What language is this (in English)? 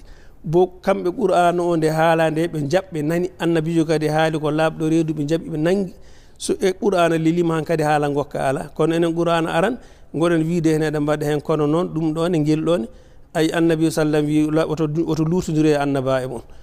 Fula